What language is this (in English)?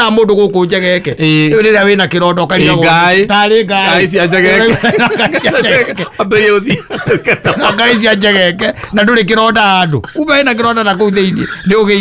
Kikuyu